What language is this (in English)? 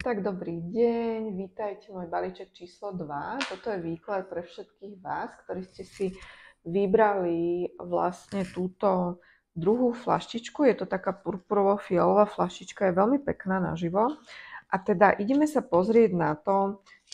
Slovak